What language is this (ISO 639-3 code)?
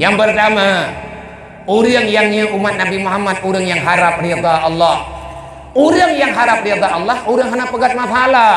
ace